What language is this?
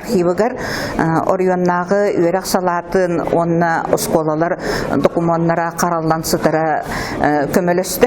Yakut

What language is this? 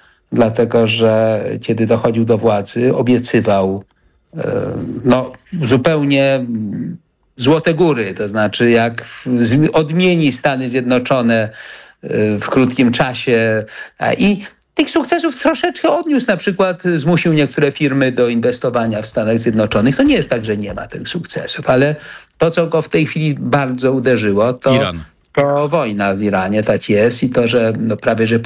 Polish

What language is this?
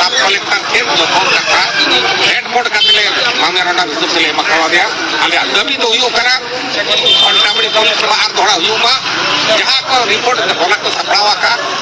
Santali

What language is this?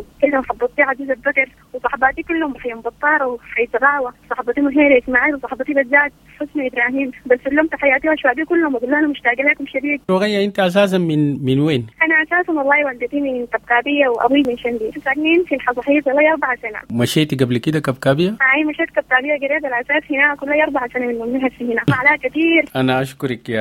Sudanese Arabic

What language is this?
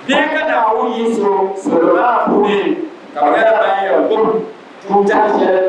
Dagbani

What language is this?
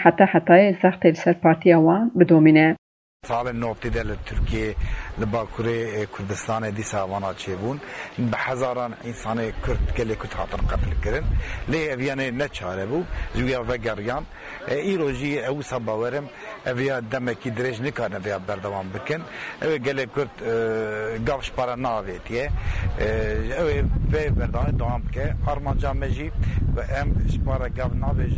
Kurdish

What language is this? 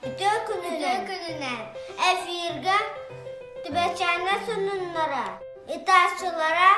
Yakut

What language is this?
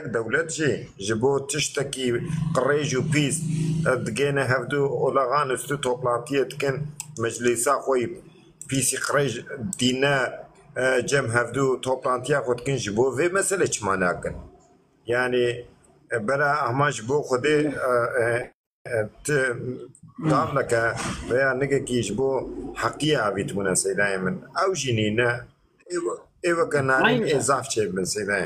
Kurdish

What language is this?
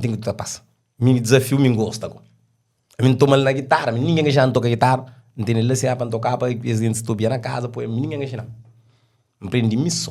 Kabuverdianu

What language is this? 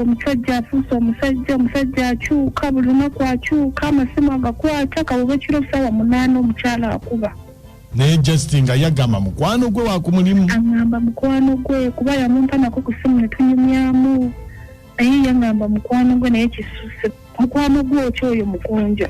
Ganda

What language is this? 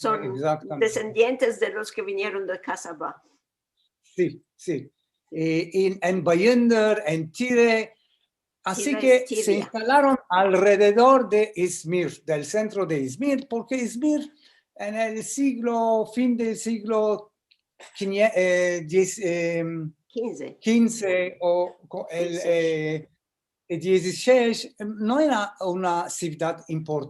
Ladino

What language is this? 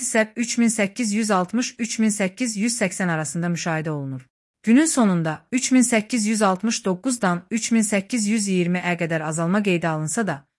Azerbaijani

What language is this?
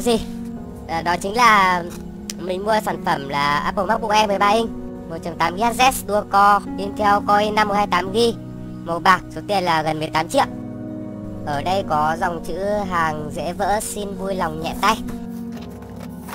Vietnamese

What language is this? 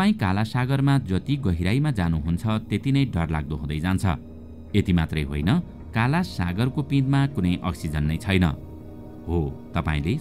Nepali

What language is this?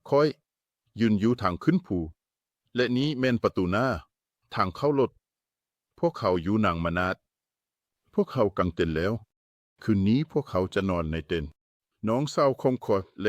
Lao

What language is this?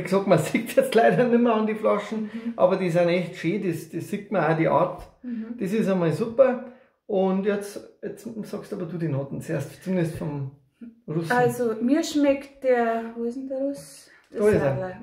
Bavarian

